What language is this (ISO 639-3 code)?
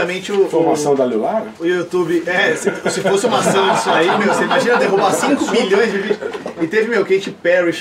por